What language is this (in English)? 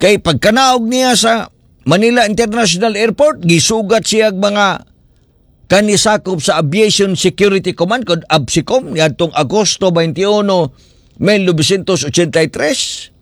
Cebuano